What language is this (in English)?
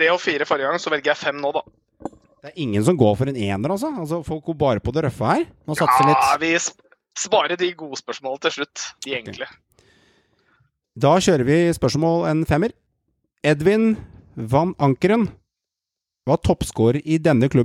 Norwegian